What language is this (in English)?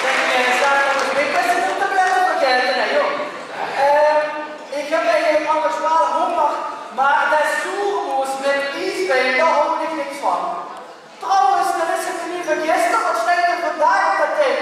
Limburgish